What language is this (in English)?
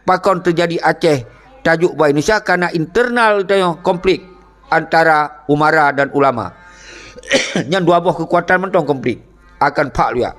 Achinese